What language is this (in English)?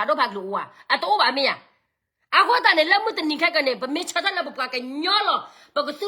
S'gaw Karen